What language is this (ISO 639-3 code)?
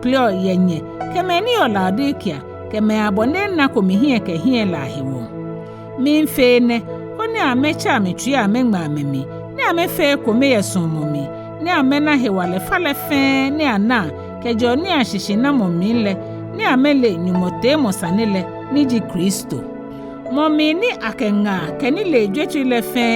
gaa